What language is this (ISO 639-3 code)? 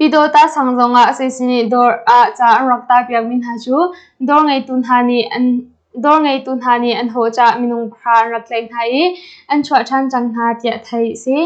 cnh